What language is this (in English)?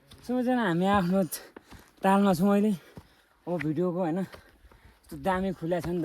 Nepali